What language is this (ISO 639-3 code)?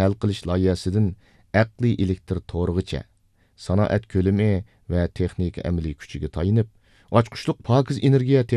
uig